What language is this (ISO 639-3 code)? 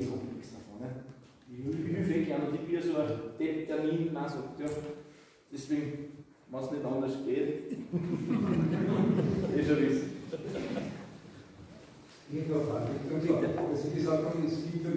deu